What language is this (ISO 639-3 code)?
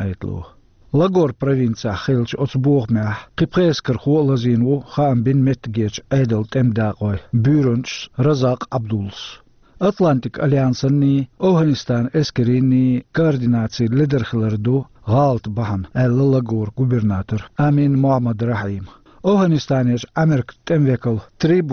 che